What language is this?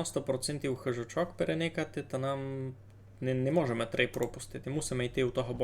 Rusyn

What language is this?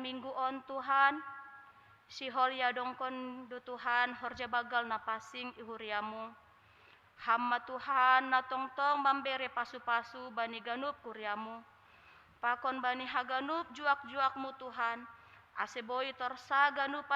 Batak Simalungun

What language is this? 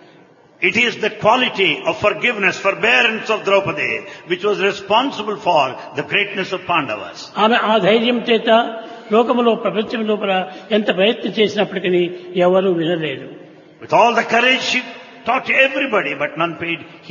Telugu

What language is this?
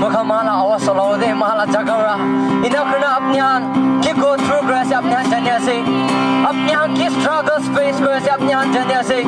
Naga Pidgin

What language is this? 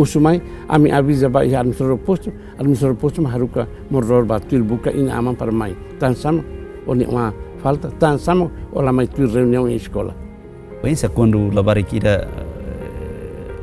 Tetum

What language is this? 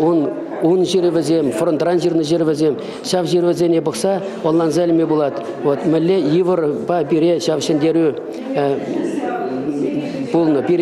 Chuvash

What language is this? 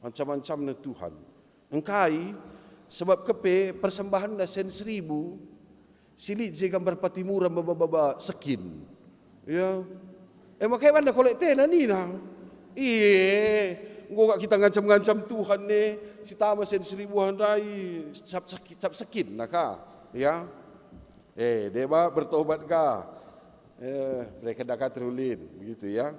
Batak Karo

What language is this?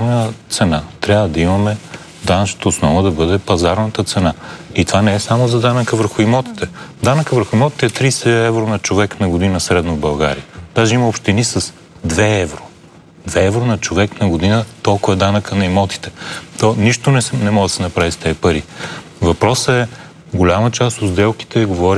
Bulgarian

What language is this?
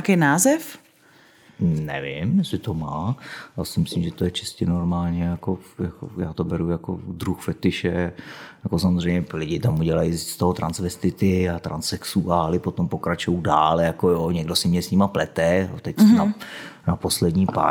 Czech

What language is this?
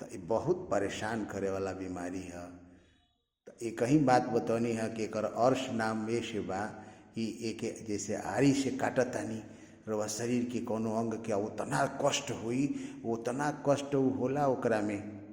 Bhojpuri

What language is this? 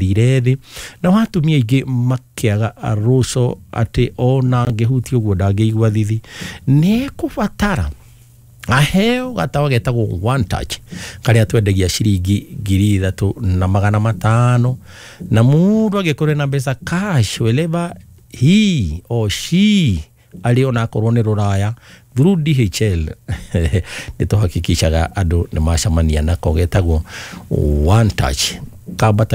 Kikuyu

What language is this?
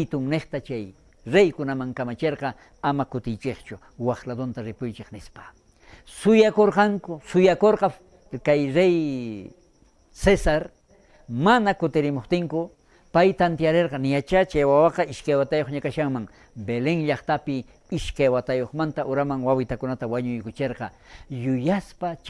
South Bolivian Quechua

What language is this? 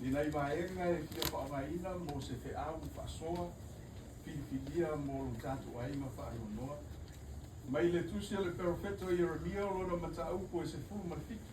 Samoan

